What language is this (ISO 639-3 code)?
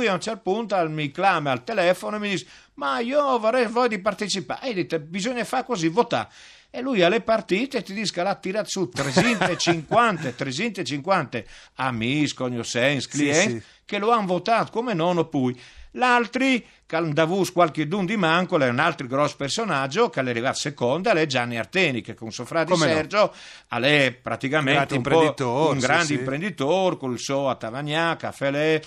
fur